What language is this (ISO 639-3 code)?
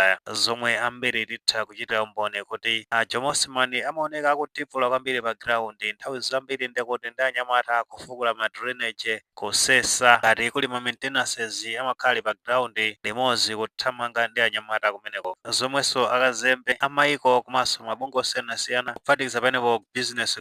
nya